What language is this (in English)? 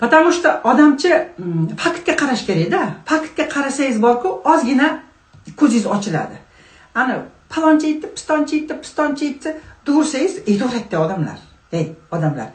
Uzbek